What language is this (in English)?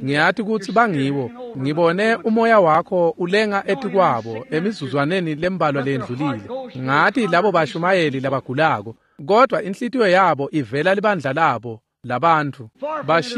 Swati